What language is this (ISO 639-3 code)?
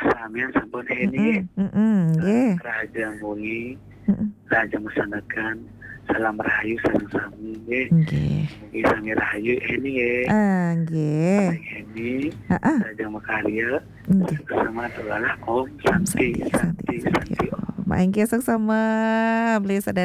ban